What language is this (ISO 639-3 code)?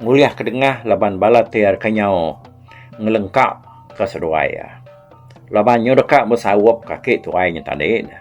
iba